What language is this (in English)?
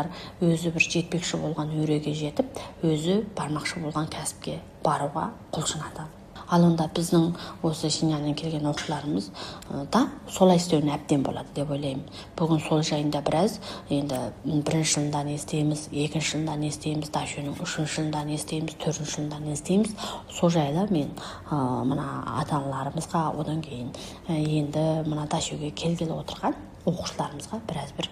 Kazakh